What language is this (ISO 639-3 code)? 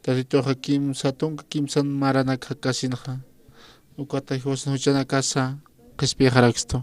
aym